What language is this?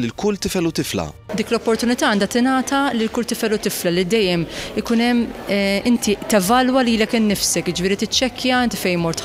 Maltese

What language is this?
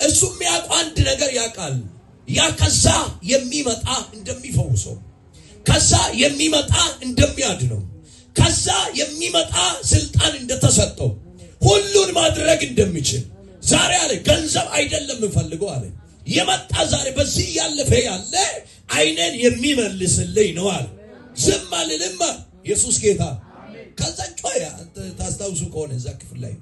Amharic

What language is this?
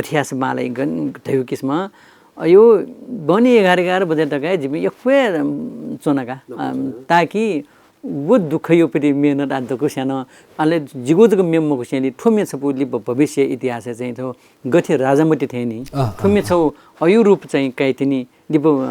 Newari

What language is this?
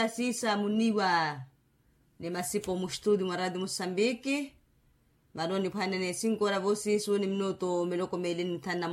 Makhuwa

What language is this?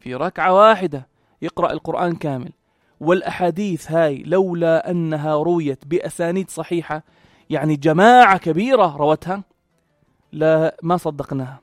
North Levantine Arabic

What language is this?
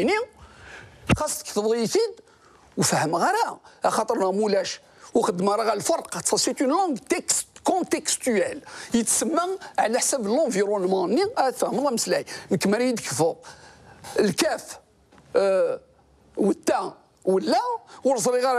Kabyle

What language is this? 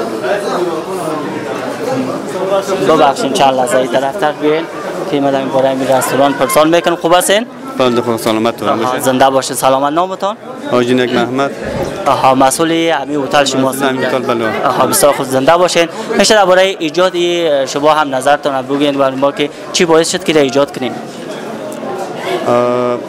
Persian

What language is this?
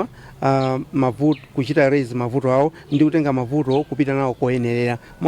Nyanja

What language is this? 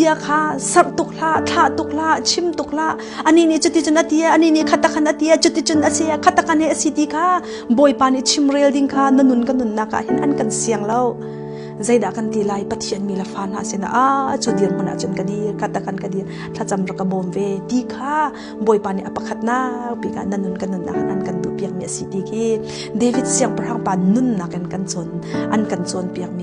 Hakha Chin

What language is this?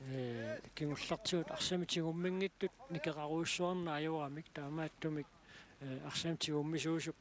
Kalaallisut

